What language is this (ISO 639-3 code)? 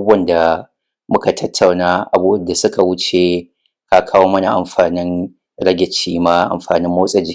hau